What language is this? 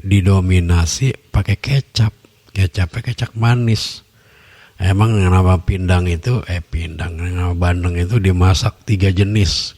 Betawi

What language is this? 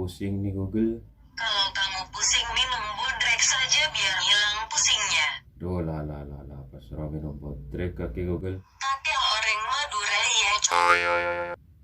Madurese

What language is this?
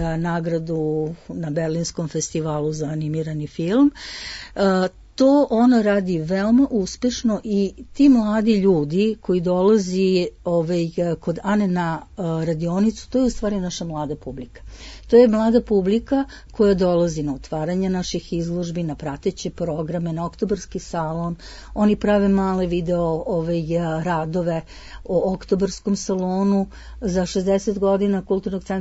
Serbian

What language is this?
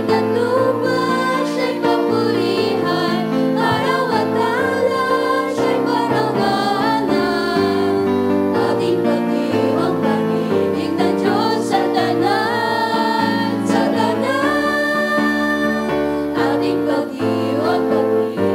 Bikol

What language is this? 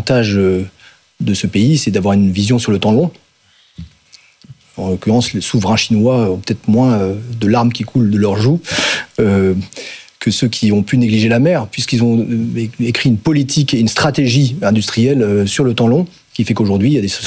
French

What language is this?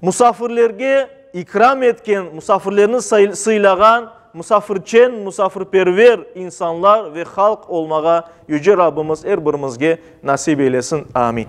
Crimean Tatar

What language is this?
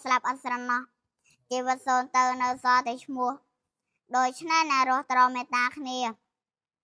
Khmer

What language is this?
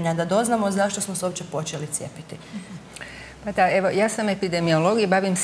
Croatian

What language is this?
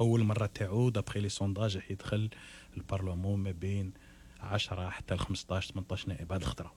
Algerian Arabic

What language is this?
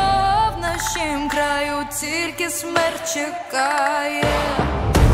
Ukrainian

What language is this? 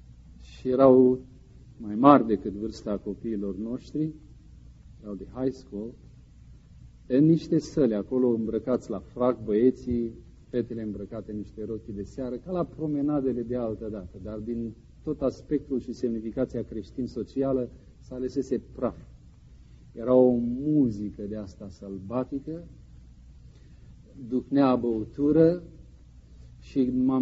Romanian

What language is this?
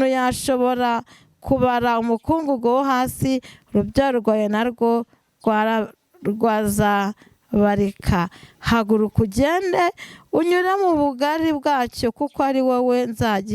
Kinyarwanda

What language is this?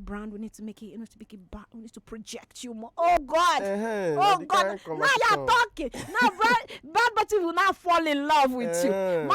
Nigerian Pidgin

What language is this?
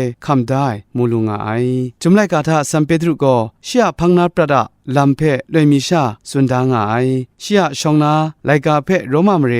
Kachin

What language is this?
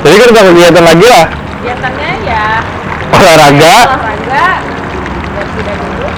Banjar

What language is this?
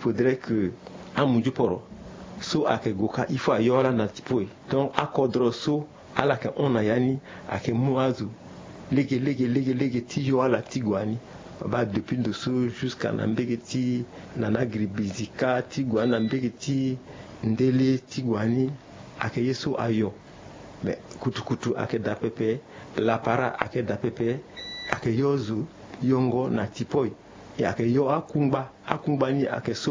Sango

